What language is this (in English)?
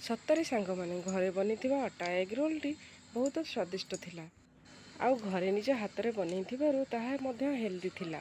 Odia